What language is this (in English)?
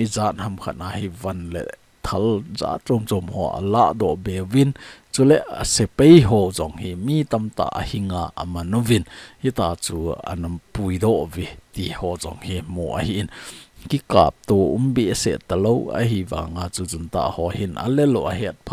Thado Chin